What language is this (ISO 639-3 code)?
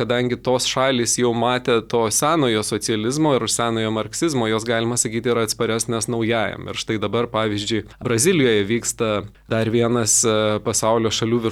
lit